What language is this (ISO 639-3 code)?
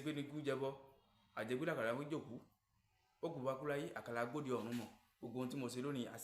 yor